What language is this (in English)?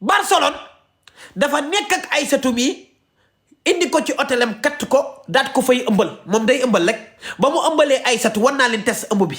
Wolof